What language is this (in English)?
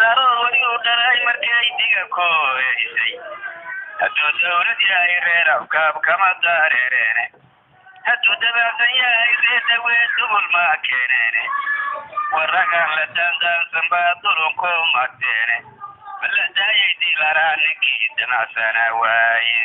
Somali